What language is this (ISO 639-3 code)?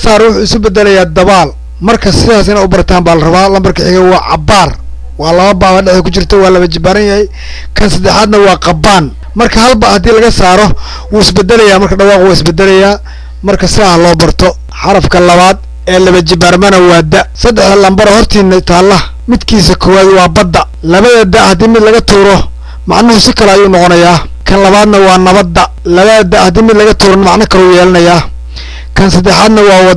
som